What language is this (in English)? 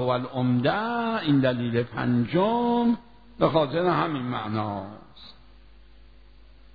Persian